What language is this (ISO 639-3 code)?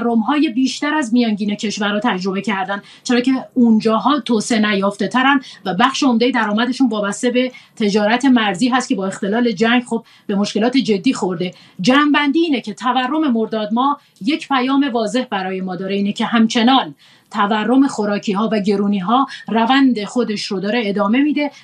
fas